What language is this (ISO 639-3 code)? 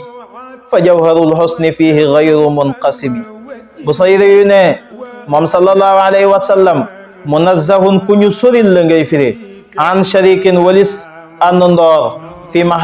wol